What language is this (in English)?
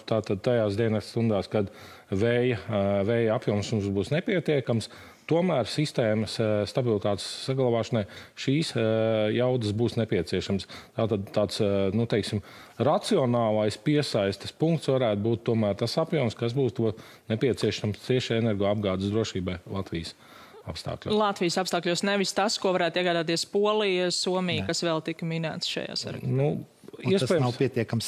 Latvian